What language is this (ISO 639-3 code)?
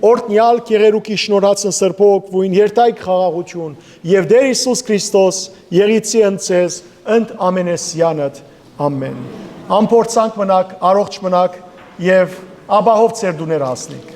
hyw